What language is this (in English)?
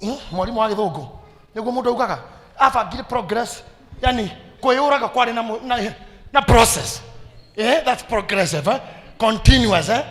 Kikuyu